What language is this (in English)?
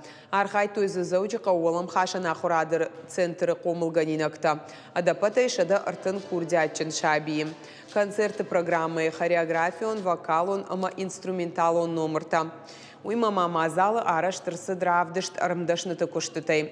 Ossetic